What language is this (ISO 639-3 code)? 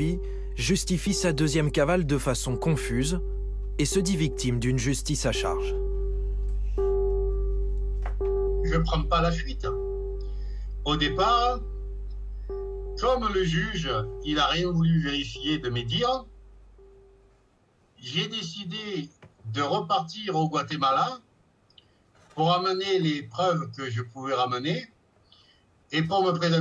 fra